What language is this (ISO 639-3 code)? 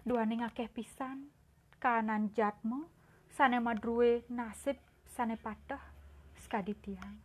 ban